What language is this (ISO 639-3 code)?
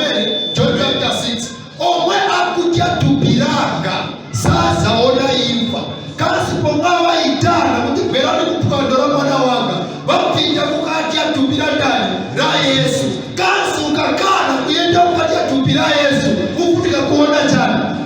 nya